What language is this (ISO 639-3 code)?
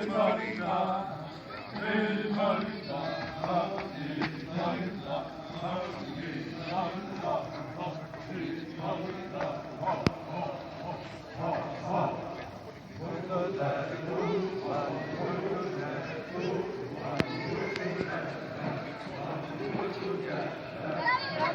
xav